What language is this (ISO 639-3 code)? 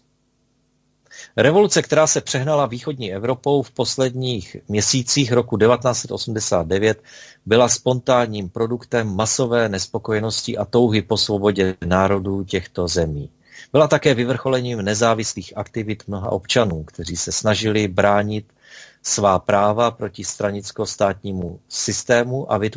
ces